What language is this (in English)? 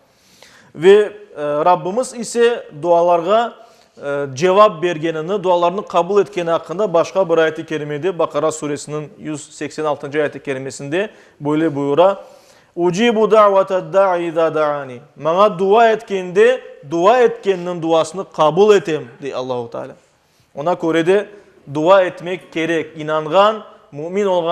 Crimean Tatar